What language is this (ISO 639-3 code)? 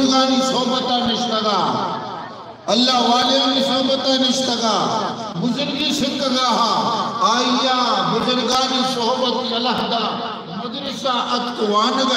bgp